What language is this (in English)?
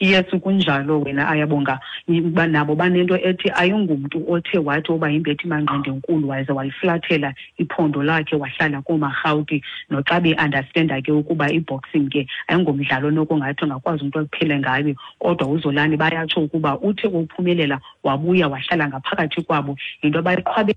Xhosa